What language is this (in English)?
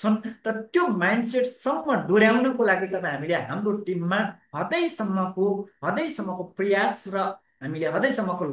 Nepali